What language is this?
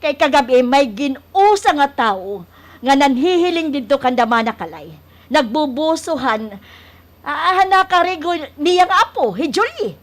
Waray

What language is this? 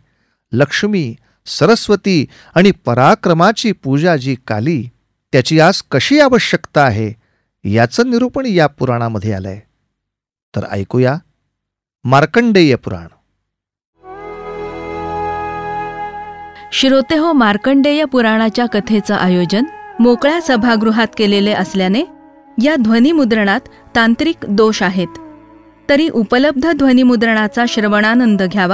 Marathi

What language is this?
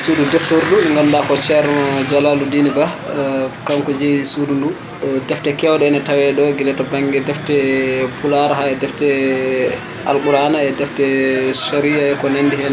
Fula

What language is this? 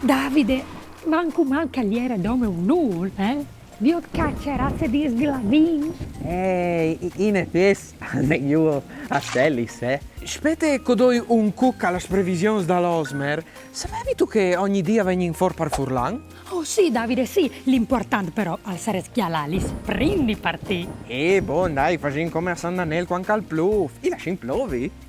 Friulian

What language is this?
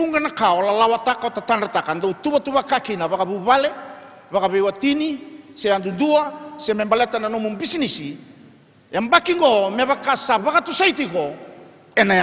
Fijian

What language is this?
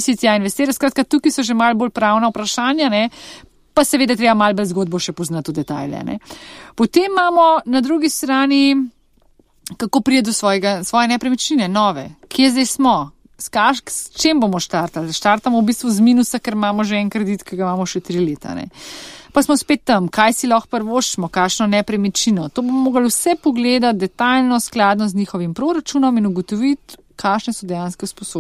Slovenian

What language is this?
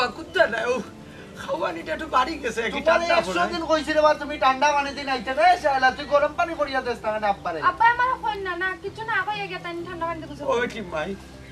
Sylheti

